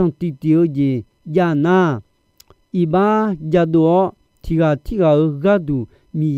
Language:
Akha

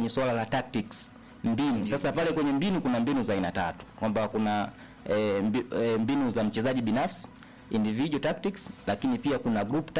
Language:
Swahili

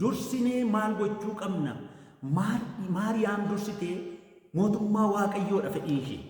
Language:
Oromo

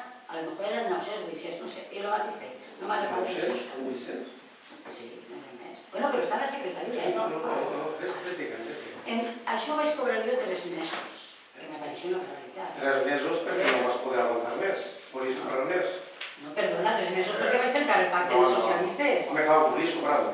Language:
Catalan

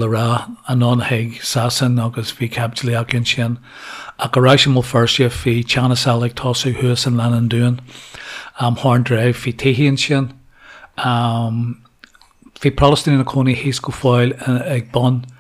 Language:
Irish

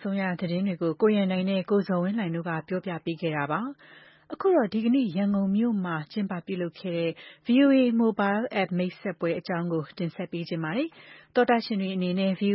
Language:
Burmese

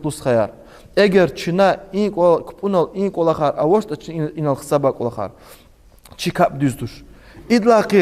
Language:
Lezghian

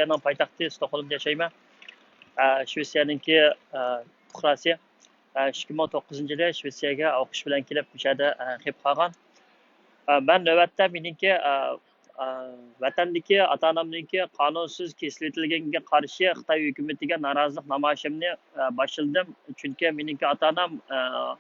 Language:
Uyghur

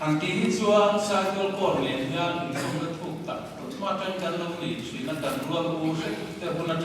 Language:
Mizo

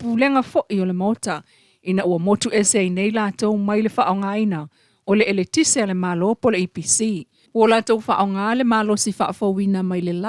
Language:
Samoan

